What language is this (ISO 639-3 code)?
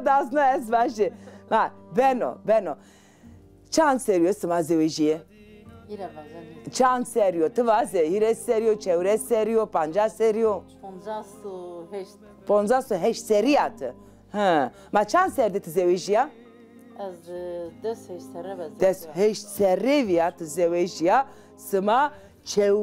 zza